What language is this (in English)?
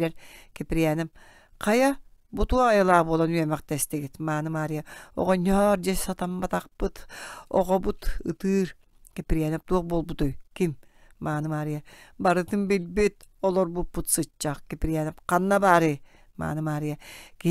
Yakut